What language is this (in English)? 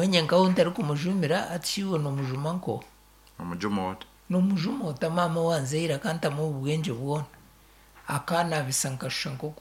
Nyankole